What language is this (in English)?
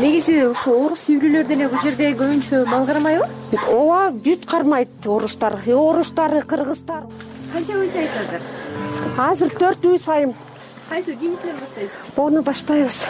Kyrgyz